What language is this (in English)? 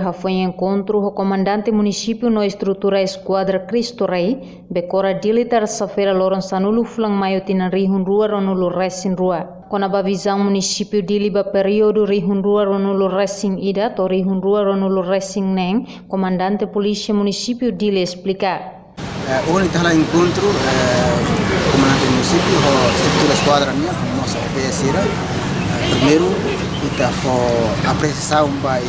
Tetum